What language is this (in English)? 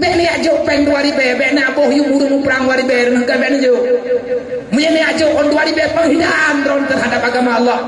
Achinese